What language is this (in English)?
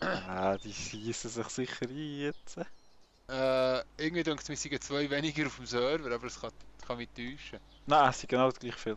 Swiss German